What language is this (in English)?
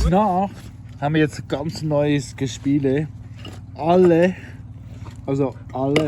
Swiss German